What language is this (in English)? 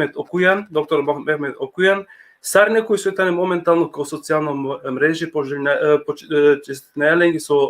Balkan Romani